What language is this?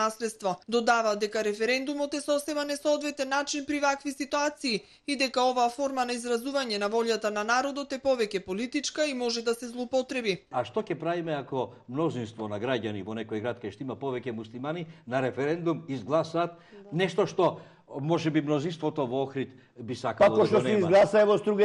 Macedonian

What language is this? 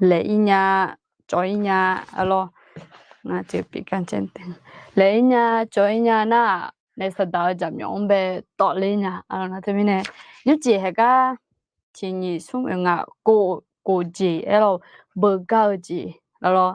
Akha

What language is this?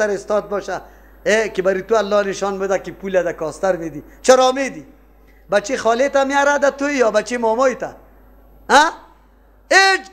Persian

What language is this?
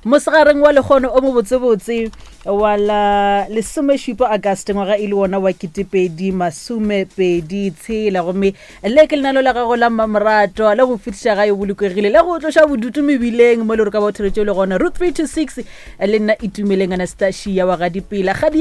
Northern Sotho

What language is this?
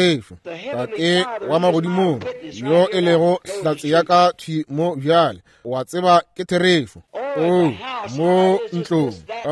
Northern Sotho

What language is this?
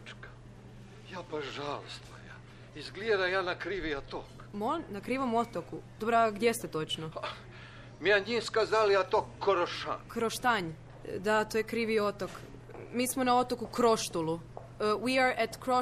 Croatian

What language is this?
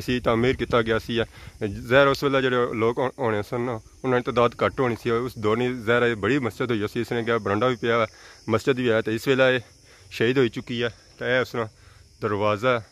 Pahari-Potwari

